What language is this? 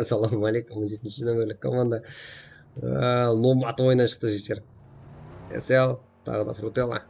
Kara-Kalpak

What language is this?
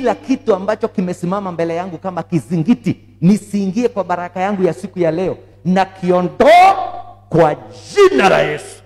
Swahili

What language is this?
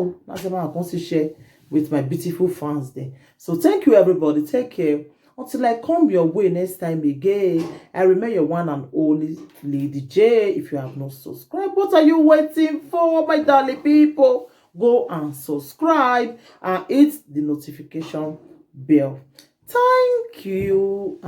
Nigerian Pidgin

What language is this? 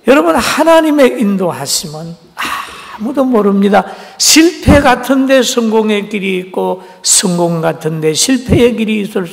Korean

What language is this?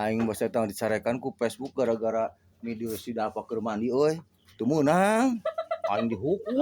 Sundanese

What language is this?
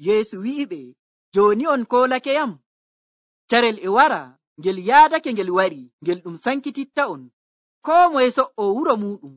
Nigerian Fulfulde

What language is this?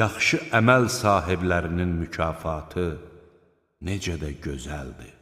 Azerbaijani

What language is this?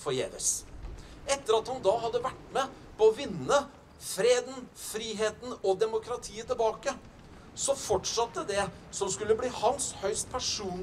Norwegian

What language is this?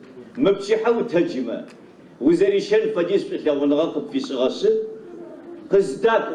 Adyghe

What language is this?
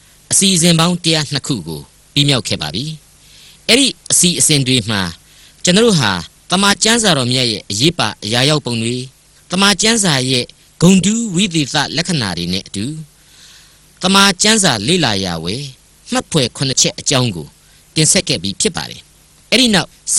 Burmese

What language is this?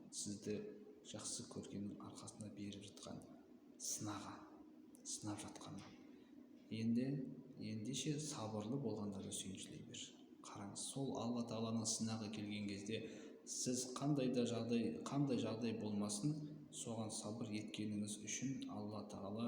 Kazakh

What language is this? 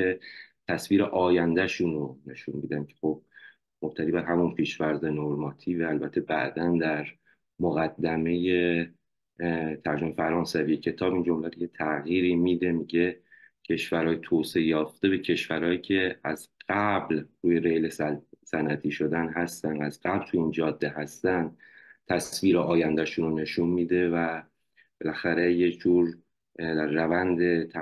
Persian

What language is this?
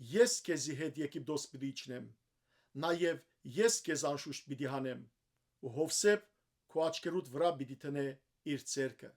Western Armenian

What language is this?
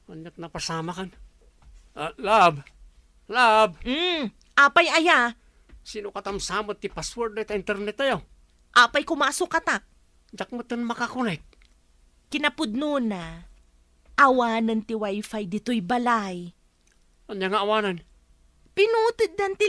Iloko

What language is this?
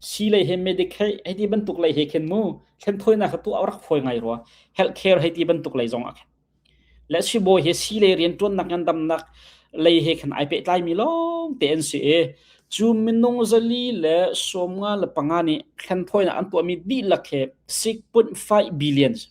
Hakha Chin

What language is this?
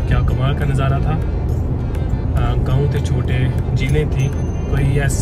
Hindi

